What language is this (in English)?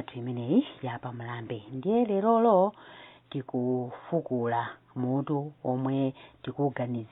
Nyanja